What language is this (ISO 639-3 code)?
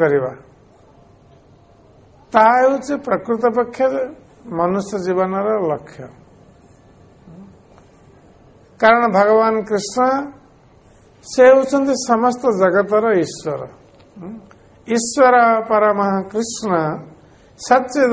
ori